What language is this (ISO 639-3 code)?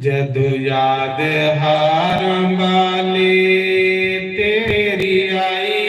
doi